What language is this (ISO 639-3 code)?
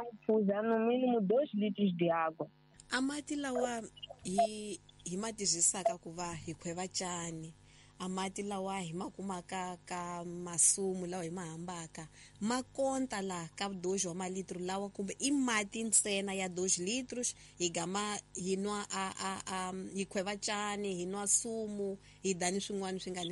tso